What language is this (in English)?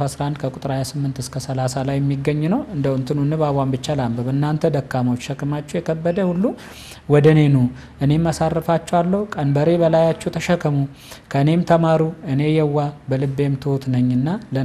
Amharic